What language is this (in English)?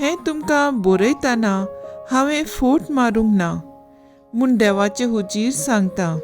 Konkani